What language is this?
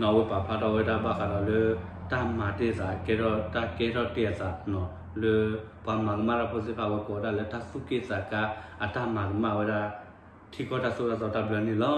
S'gaw Karen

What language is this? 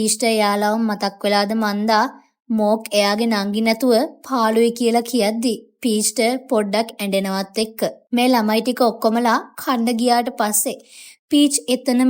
Sinhala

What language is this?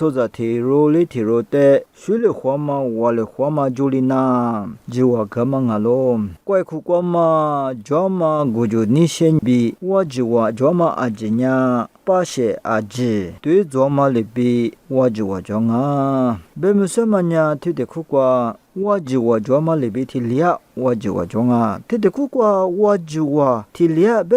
Lisu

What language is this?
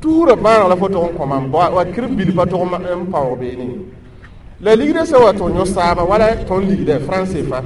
Mossi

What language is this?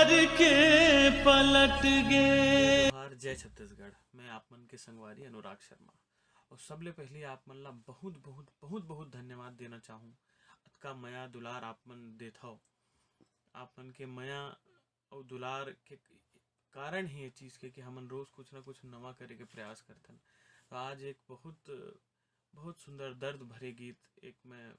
Chhattisgarhi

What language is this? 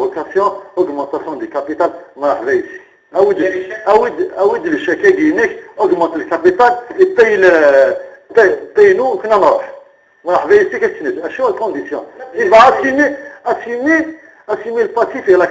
Kabyle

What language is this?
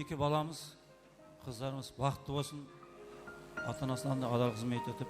Kara-Kalpak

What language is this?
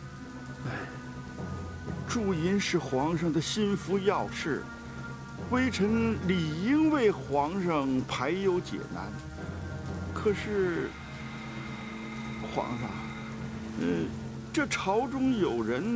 Chinese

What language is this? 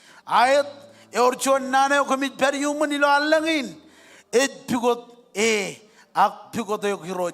Marshallese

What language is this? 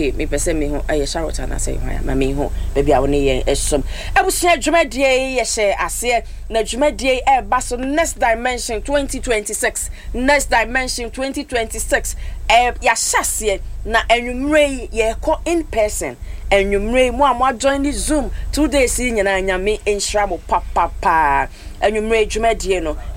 Akan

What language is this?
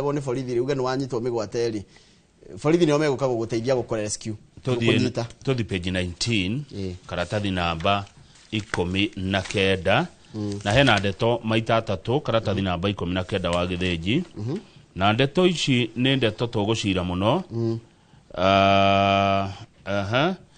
Kikuyu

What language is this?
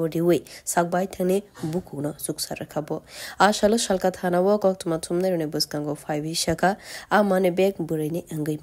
Kok Borok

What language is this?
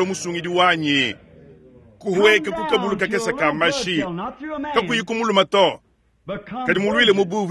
Luba-Lulua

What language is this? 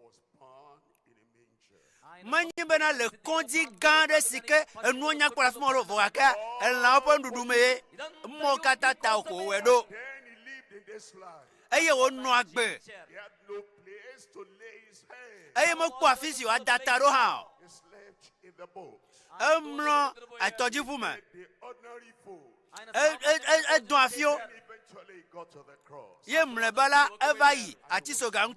Ewe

